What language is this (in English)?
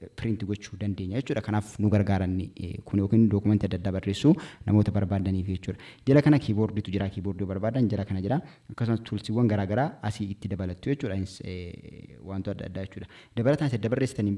Oromo